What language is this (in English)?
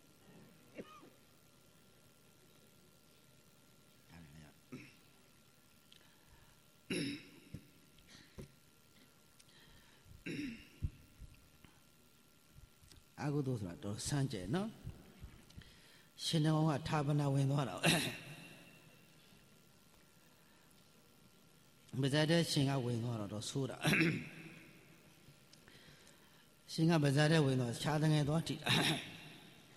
Burmese